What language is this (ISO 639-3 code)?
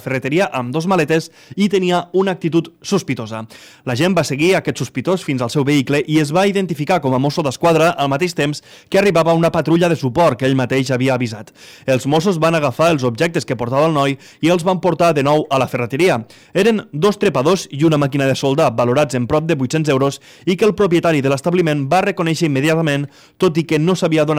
cat